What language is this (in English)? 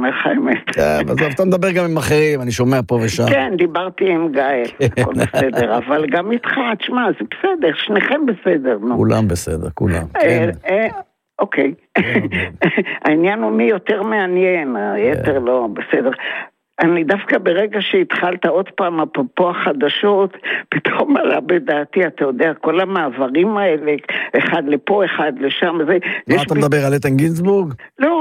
Hebrew